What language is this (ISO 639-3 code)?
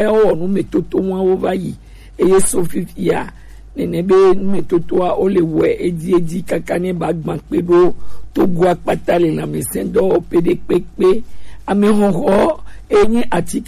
gej